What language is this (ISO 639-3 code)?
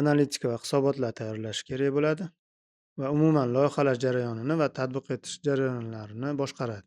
uzb